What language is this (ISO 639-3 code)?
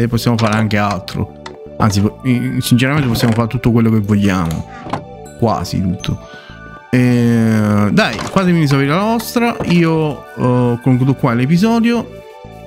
ita